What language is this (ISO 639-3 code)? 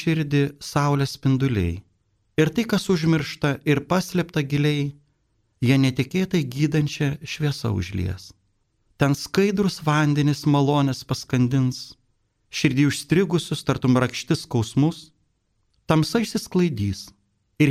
lit